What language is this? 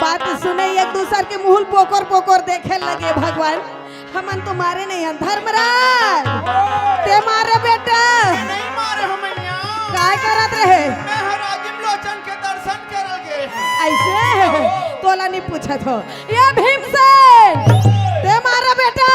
Chhattisgarhi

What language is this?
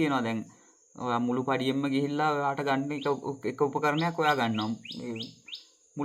Sinhala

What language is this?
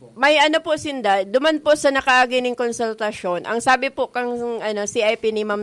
Bikol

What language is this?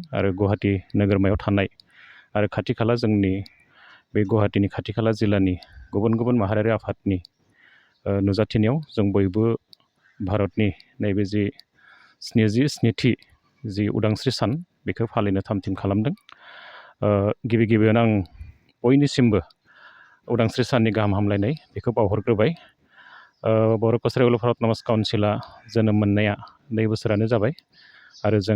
Bodo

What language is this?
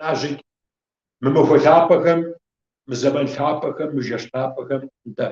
Kabardian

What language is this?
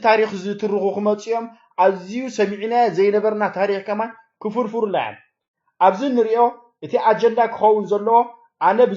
Tigrinya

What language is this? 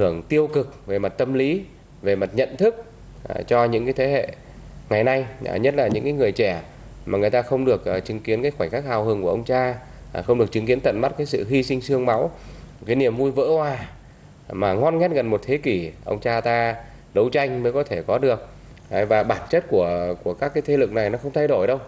Vietnamese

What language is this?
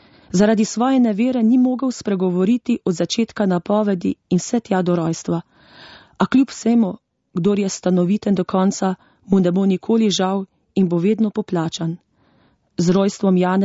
Slovenian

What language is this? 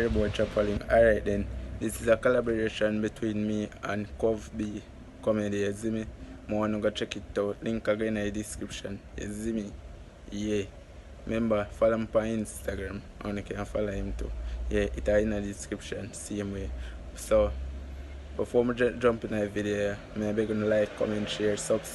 Jamaican Creole English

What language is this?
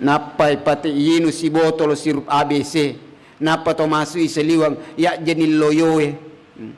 Buginese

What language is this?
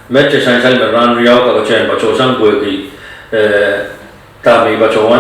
Pohnpeian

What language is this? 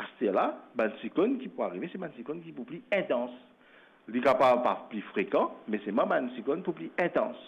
Morisyen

